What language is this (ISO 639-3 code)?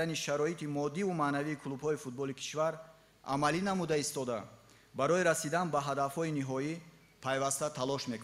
tgk